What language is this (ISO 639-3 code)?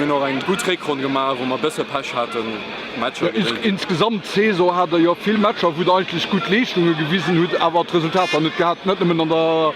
ltz